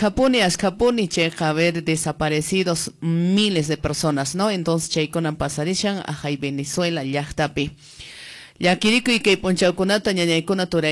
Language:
Quechua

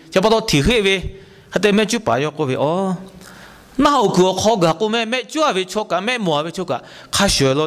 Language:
Lahu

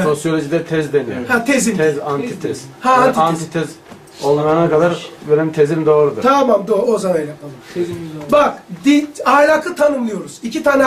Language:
Turkish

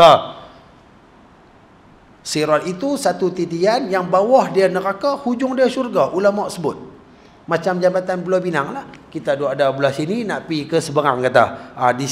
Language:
Malay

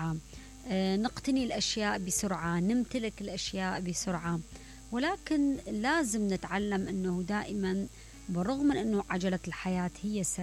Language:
Mesopotamian Arabic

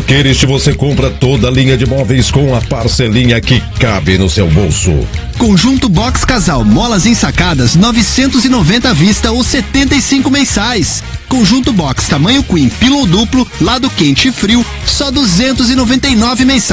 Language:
Portuguese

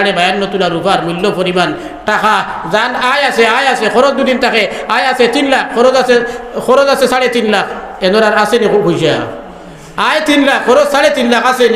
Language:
Sylheti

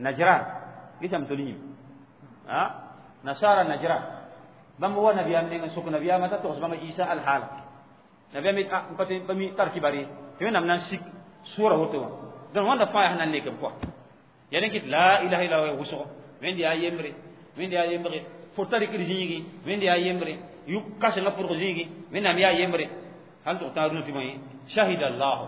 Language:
Mossi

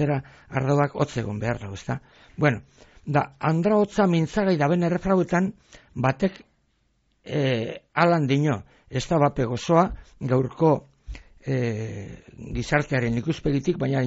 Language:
Basque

